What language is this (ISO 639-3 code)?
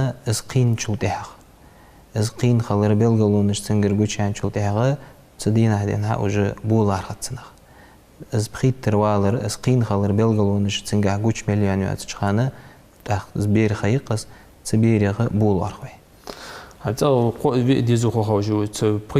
inh